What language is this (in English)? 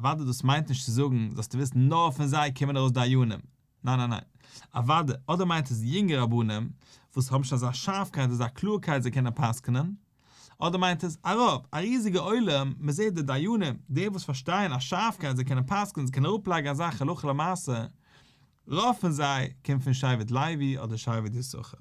Yiddish